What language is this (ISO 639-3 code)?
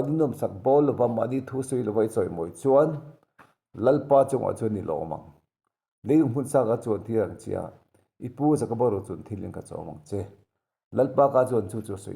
lus